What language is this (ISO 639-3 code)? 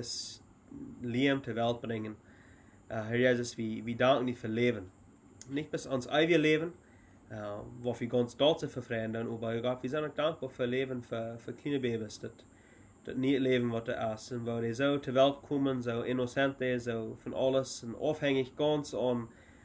pdt